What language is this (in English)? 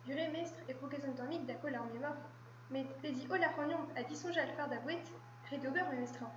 Breton